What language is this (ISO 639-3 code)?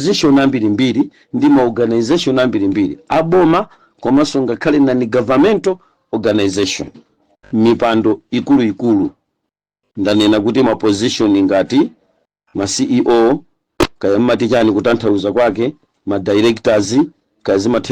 nya